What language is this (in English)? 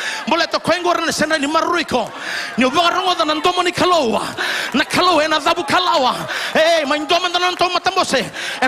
Fijian